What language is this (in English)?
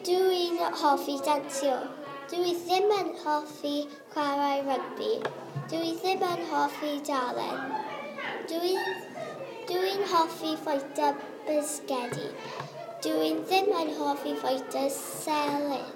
Welsh